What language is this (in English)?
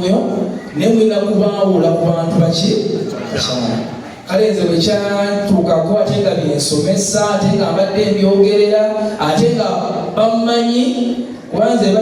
Ganda